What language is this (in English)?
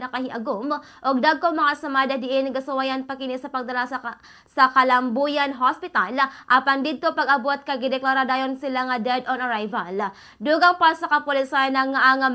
Cebuano